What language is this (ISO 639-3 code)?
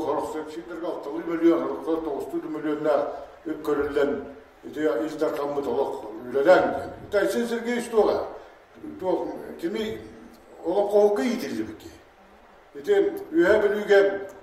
sah